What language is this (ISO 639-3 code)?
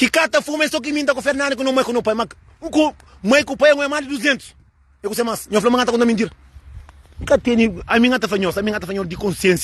kea